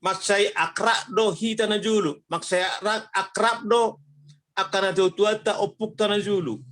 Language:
Batak Toba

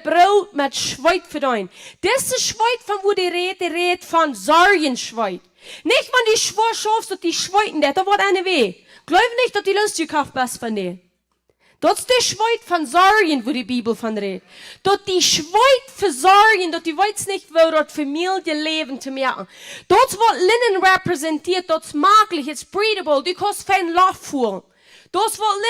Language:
Plautdietsch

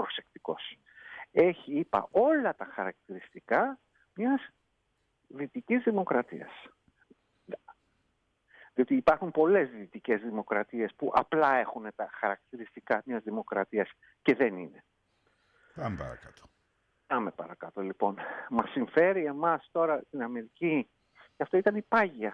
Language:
Greek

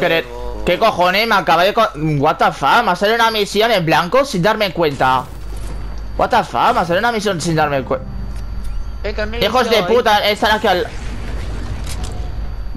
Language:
Spanish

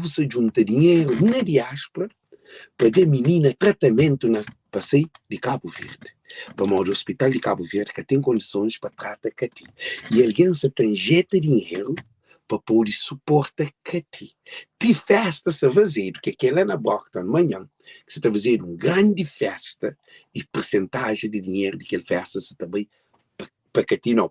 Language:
Kabuverdianu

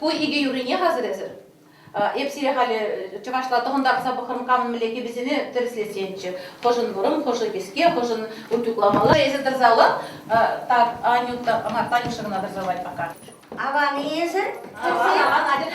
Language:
Chuvash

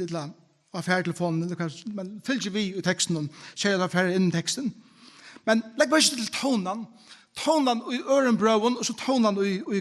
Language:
Faroese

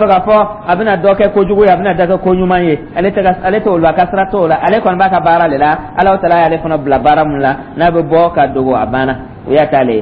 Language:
Dyula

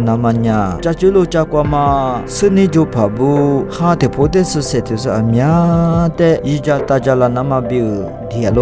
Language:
Lisu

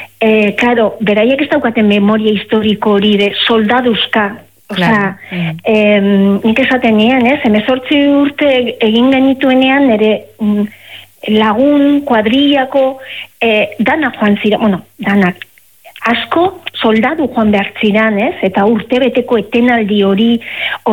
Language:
Basque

